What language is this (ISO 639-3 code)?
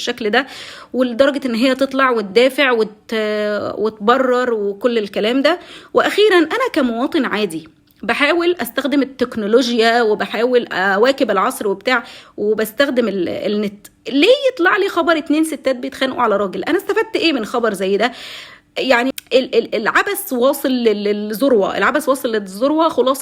arz